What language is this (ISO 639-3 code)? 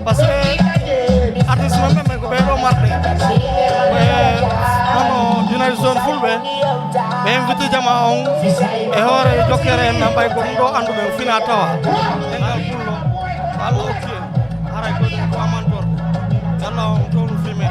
ful